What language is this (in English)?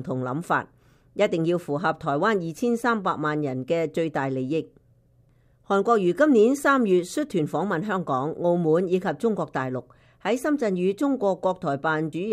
Cantonese